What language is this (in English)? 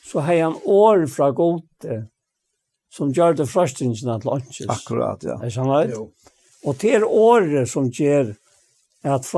Faroese